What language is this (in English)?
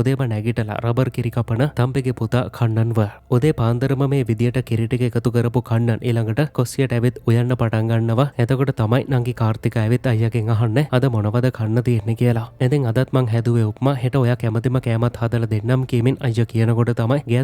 Sinhala